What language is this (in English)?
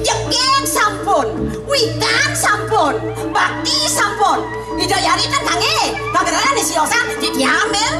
Balinese